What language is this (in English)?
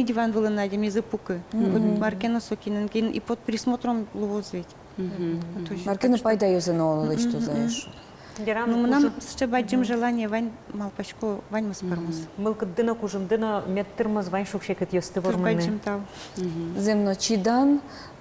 Udmurt